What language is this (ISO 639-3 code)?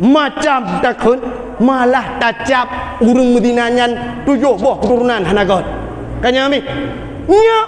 ace